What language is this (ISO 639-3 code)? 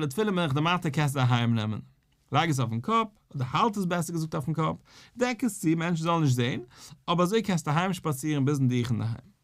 yid